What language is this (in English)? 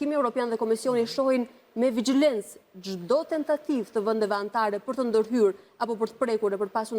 Albanian